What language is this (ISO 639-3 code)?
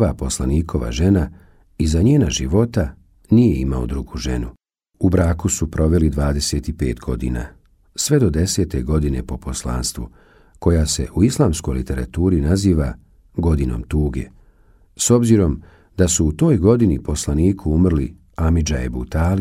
bos